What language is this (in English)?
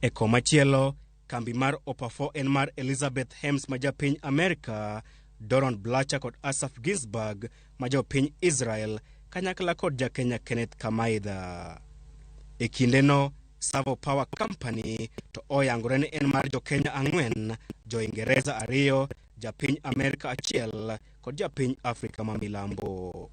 Luo (Kenya and Tanzania)